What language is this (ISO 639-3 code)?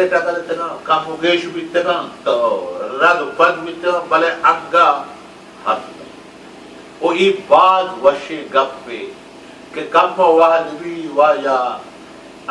bal